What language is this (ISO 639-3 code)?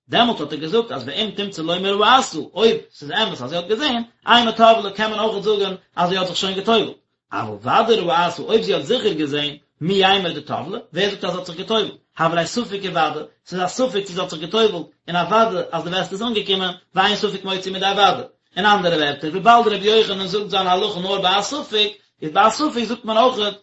yid